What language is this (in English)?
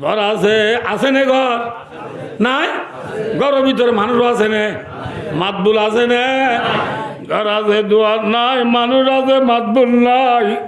Rohingya